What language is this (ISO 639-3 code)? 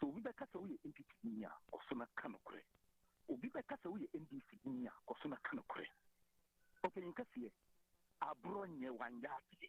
aka